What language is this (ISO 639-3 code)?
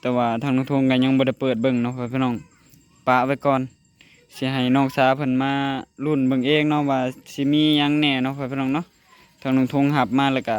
lao